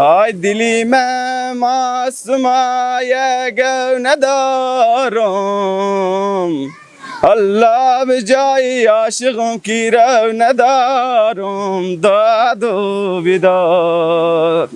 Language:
Persian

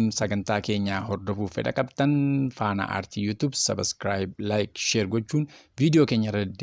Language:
Oromo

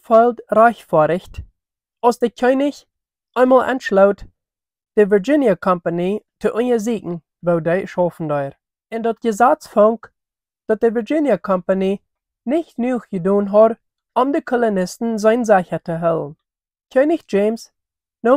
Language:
Plautdietsch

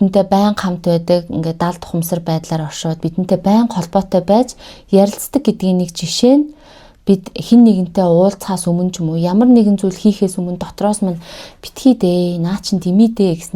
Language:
Mongolian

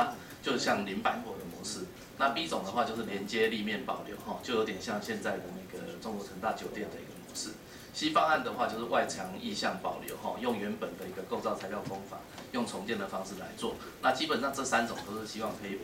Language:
Chinese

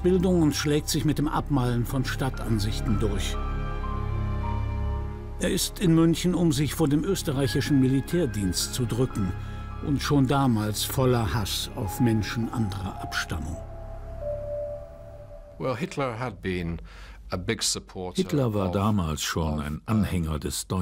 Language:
German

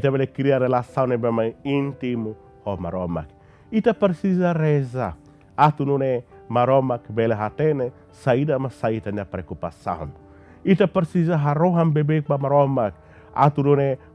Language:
Tetum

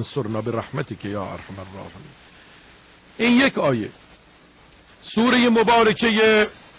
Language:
Persian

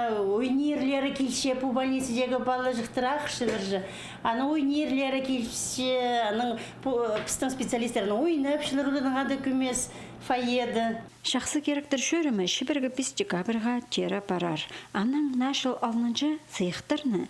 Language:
Khakas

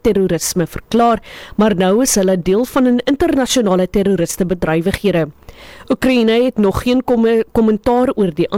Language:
Afrikaans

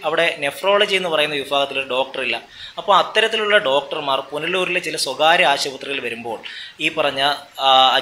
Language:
Malayalam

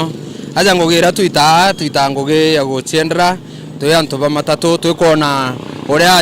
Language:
Meru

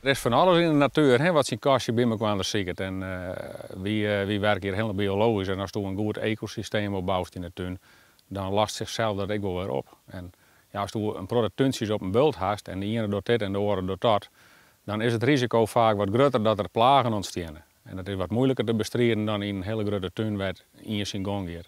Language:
Western Frisian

